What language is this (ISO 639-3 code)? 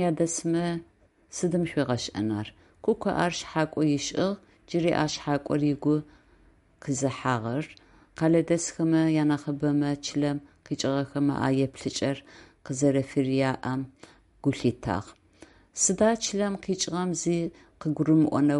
ady